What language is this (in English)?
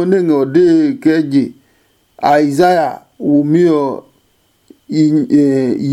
Adangme